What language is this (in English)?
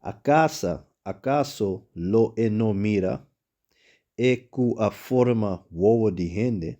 Papiamento